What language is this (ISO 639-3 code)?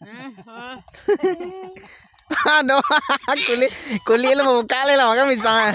min